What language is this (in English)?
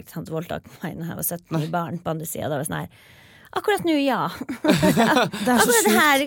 Norwegian